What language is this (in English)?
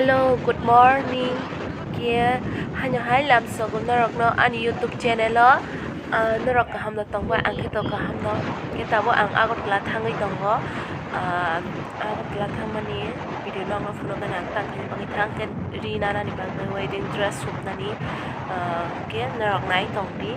Kok Borok